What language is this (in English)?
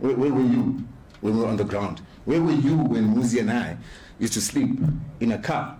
Northern Sotho